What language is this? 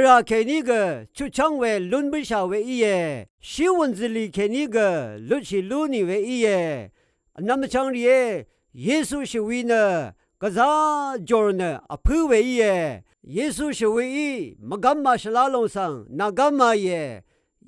Rawang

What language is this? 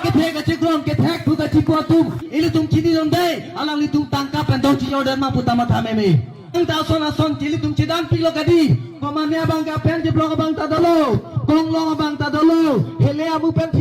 Karbi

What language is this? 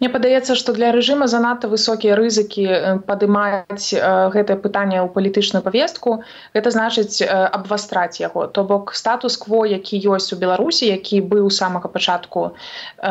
Belarusian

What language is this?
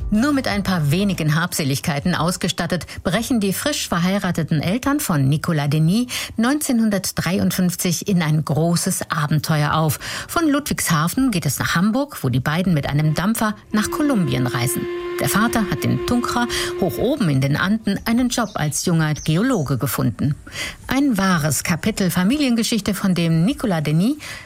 German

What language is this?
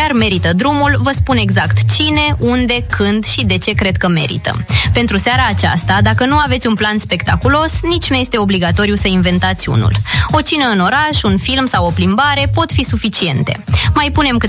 Romanian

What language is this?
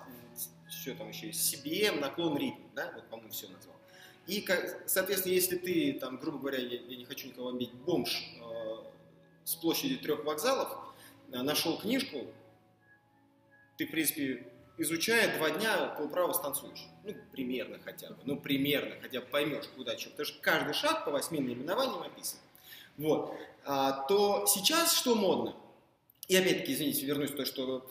Russian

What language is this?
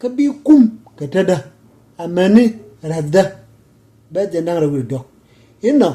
Nuer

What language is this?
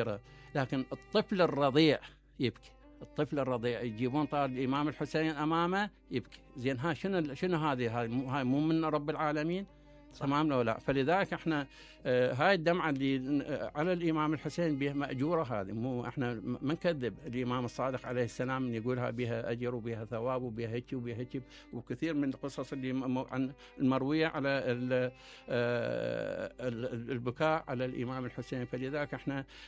Mesopotamian Arabic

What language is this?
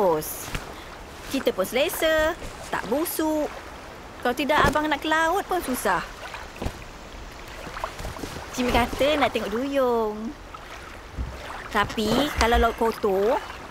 Malay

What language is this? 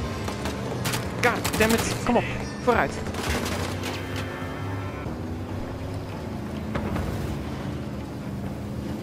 Dutch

